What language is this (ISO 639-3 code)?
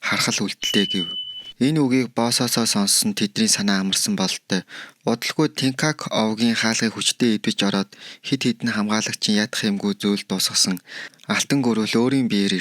mon